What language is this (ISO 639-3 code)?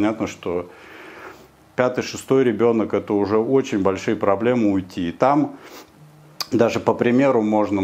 rus